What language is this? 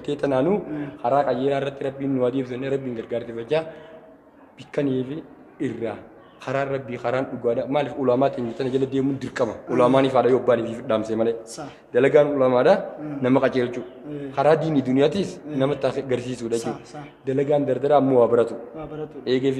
Oromo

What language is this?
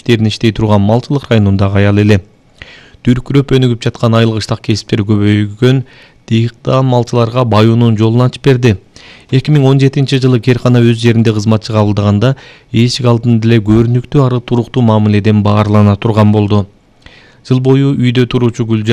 Kyrgyz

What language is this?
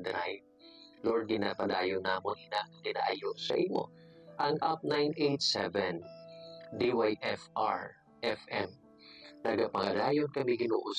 Hiligaynon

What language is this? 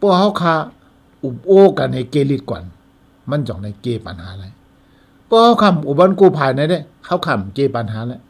Shan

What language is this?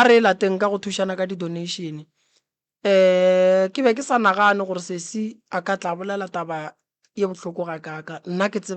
Northern Sotho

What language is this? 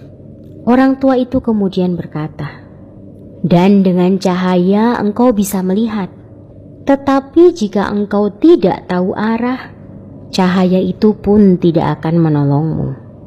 Indonesian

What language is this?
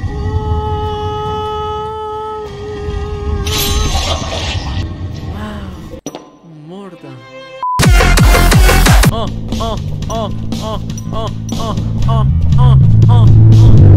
Persian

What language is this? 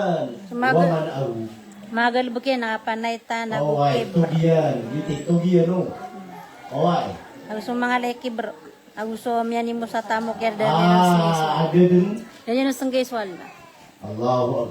Maranao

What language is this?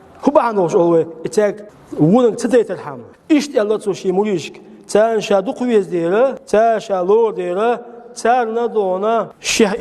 Chechen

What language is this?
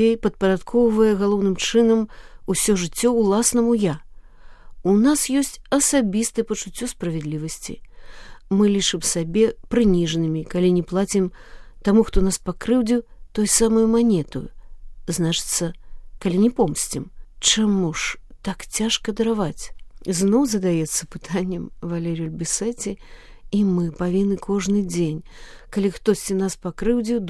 Belarusian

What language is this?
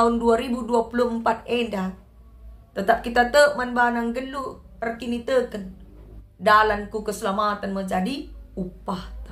Batak Karo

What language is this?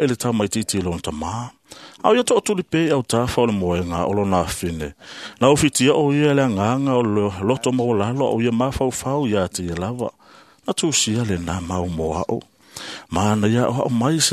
Samoan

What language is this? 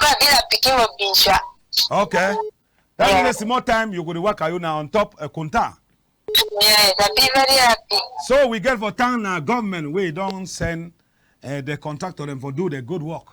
Cameroon Pidgin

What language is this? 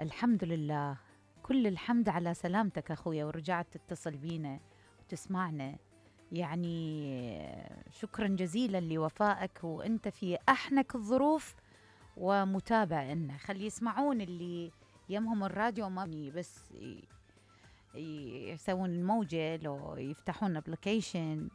Mesopotamian Arabic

